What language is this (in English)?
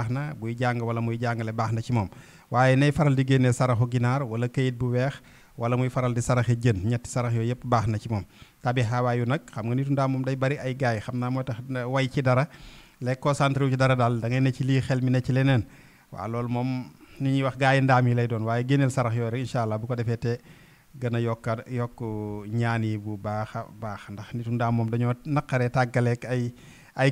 Wolof